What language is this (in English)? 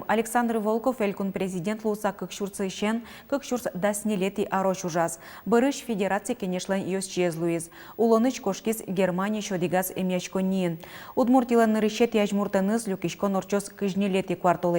Udmurt